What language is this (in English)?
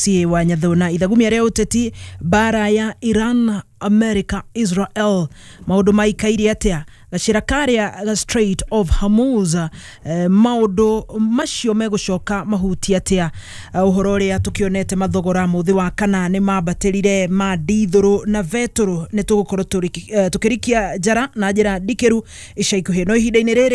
Kikuyu